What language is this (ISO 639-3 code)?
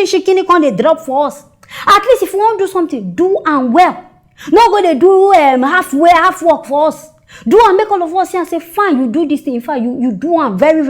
pcm